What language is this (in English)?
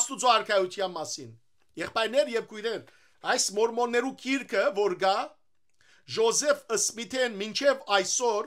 Western Armenian